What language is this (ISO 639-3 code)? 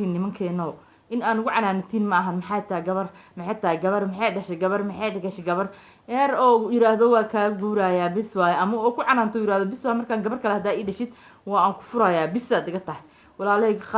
som